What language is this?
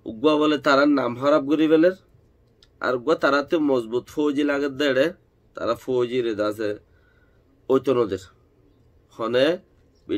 Rohingya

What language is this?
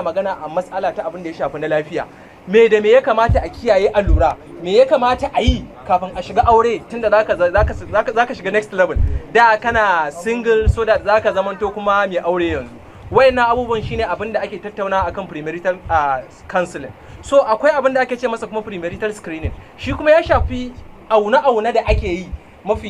Hausa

